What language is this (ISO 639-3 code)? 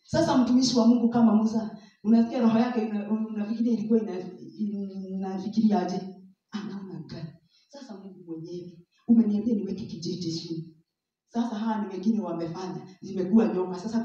swa